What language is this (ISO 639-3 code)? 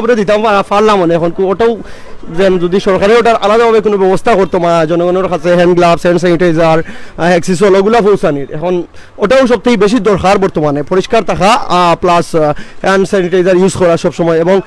syl